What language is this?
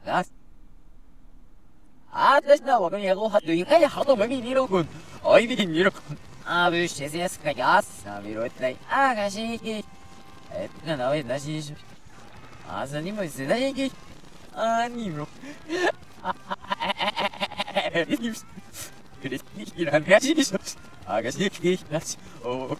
Japanese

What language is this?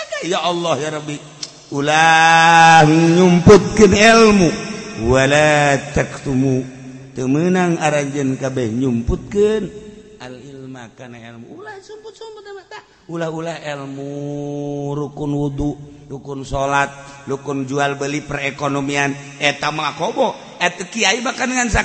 Sundanese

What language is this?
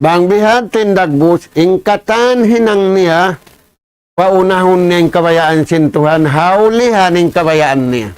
Tausug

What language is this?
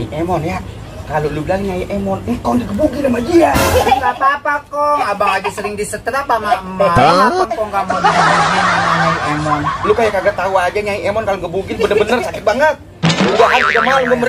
Betawi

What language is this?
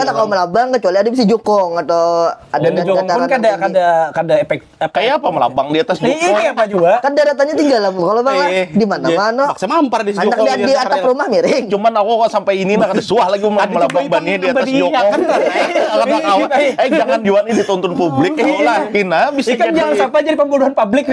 Banjar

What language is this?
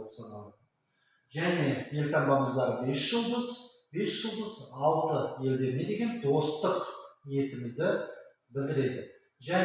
Kazakh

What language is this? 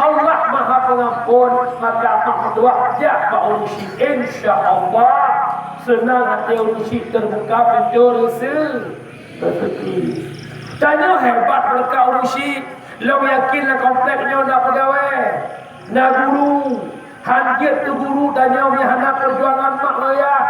Achinese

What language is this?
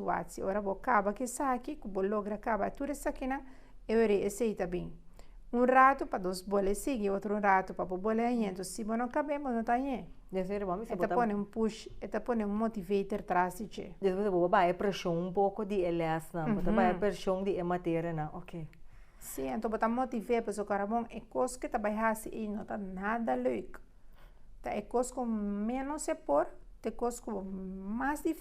Papiamento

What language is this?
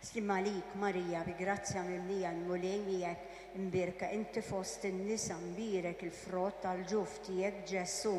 Maltese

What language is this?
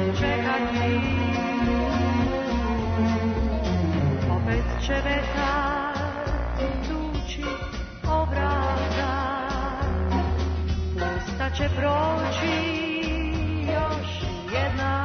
Serbian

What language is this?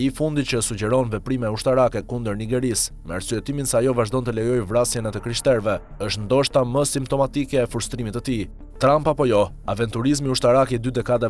Albanian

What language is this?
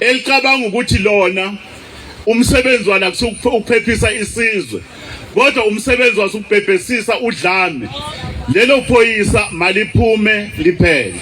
Zulu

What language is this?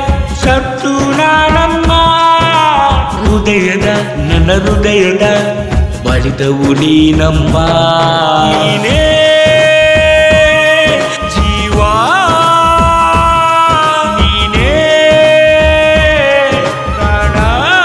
Kannada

